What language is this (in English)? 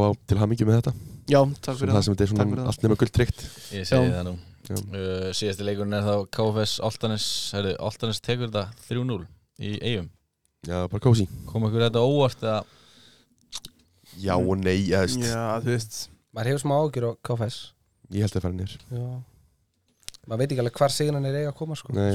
Icelandic